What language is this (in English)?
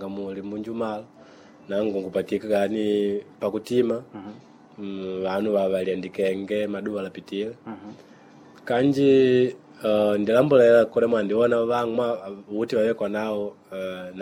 Makonde